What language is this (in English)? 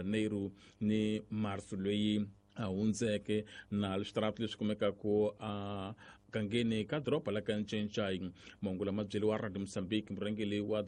Tsonga